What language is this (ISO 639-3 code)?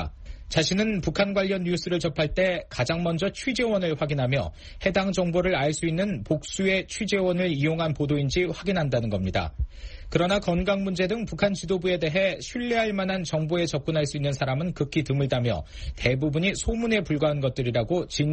kor